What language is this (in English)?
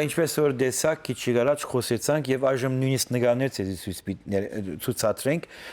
Western Armenian